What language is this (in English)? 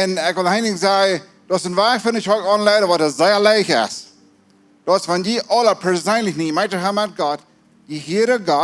Plautdietsch